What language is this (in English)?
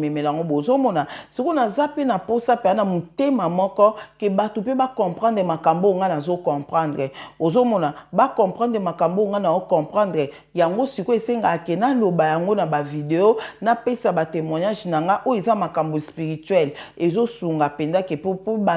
Lingala